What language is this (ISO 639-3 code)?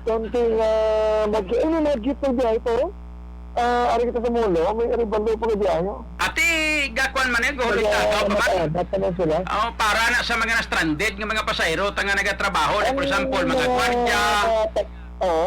hil